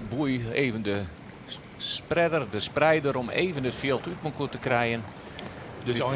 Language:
Western Frisian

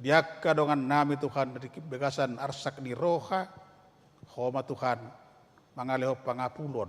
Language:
Batak Toba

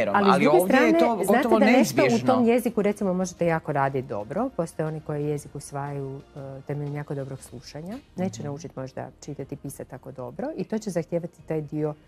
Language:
Croatian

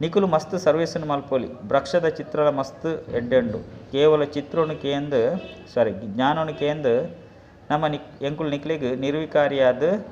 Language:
Tulu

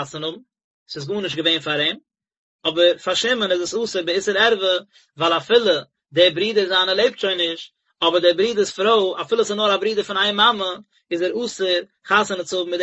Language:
Yiddish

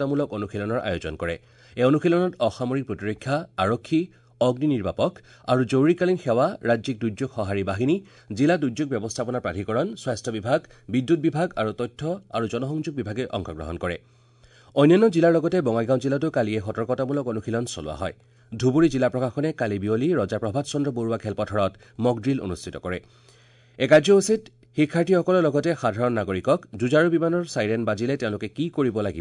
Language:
Assamese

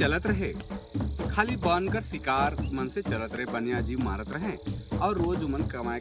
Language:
Sadri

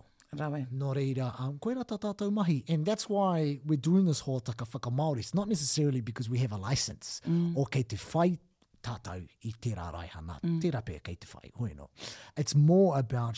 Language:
Māori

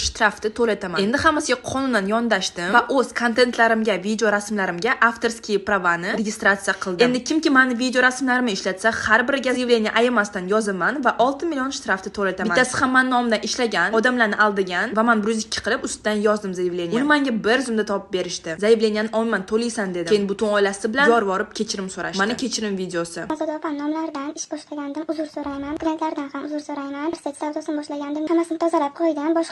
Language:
Uzbek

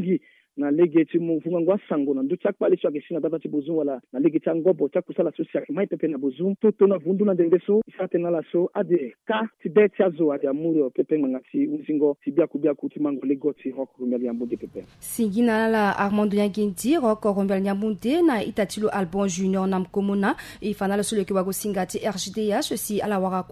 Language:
Sango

